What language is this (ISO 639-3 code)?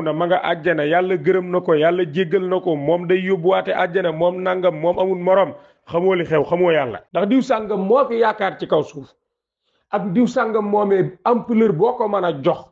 wol